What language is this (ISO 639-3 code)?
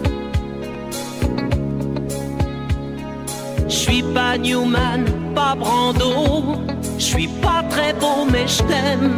fra